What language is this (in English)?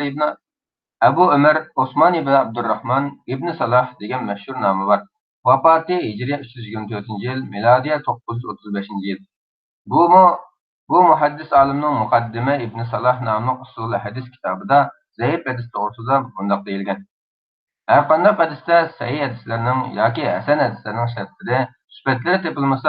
Uyghur